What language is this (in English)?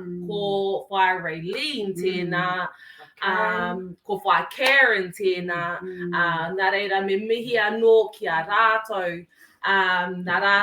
Māori